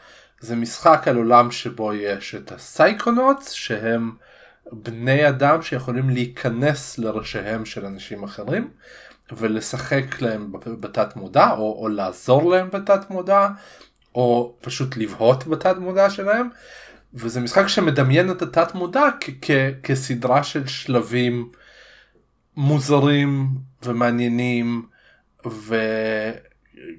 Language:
Hebrew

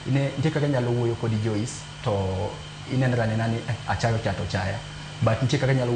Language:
Luo (Kenya and Tanzania)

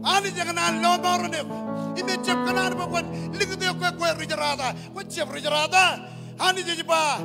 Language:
Marshallese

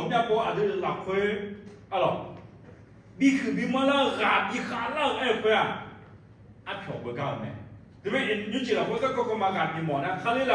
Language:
Akha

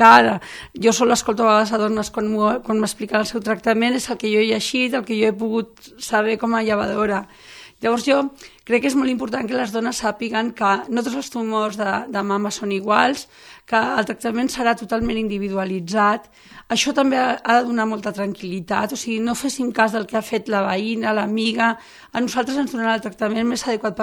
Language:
Catalan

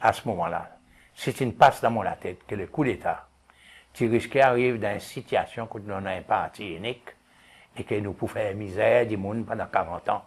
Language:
Seselwa Creole French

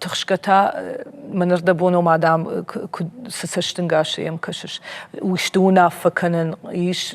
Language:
Ossetic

